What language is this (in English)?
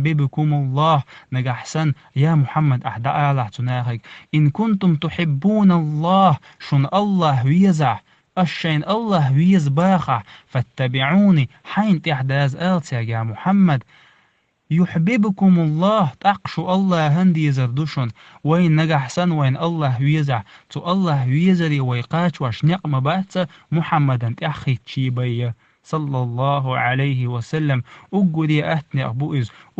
Chechen